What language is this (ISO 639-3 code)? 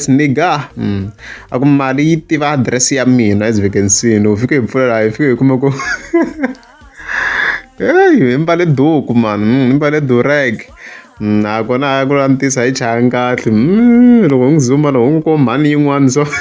tso